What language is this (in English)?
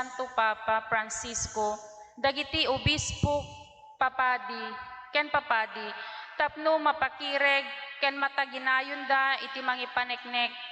Iloko